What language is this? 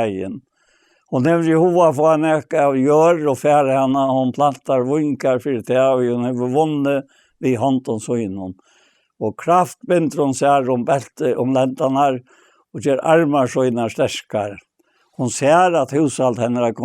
Faroese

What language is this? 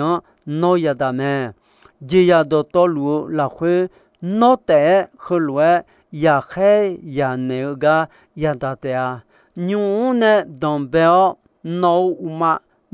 Akha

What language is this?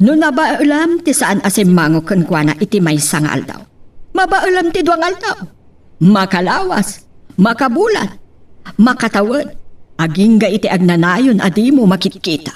Iloko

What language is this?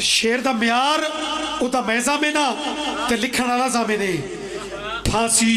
Pahari-Potwari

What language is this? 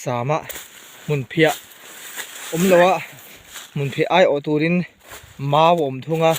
Mizo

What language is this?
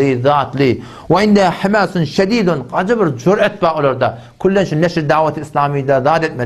Turkmen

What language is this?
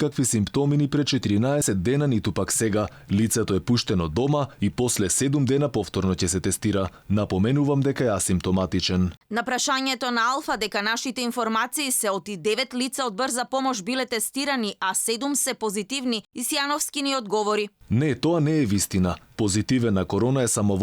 Macedonian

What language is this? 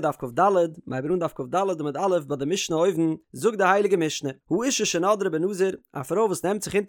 Yiddish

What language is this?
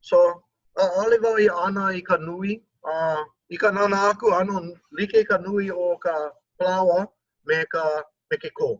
Hawaiian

